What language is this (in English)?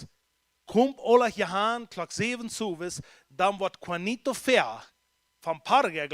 Plautdietsch